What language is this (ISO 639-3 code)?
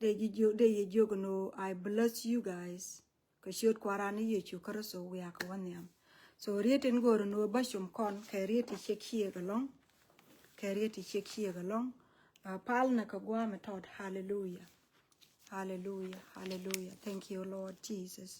nus